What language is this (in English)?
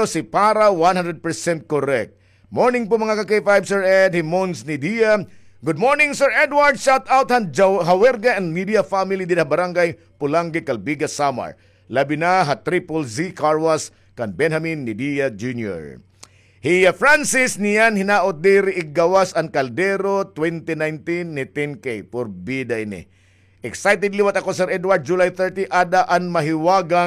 Waray